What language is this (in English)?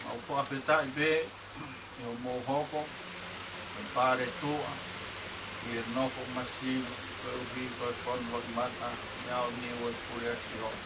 Tongan